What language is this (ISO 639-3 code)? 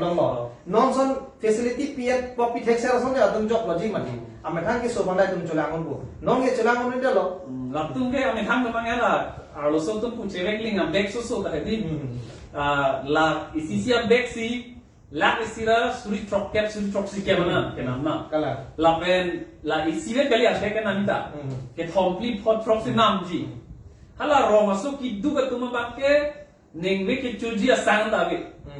mjw